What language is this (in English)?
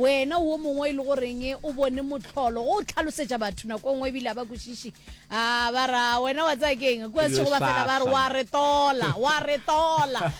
Northern Sotho